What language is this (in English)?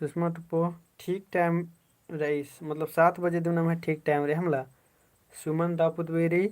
Kurukh